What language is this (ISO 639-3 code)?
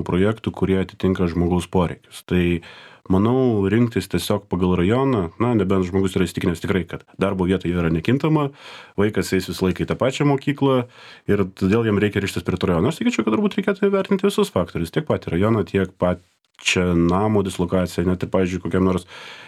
lit